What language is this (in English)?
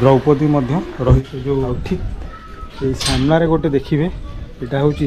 Odia